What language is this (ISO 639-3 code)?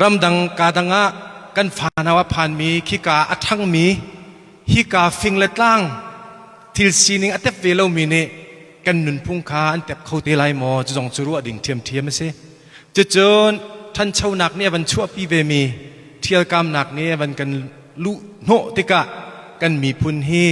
cnh